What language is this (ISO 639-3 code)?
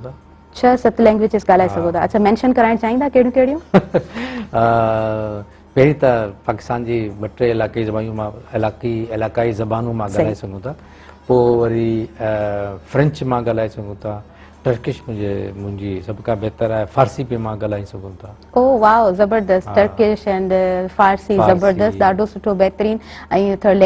snd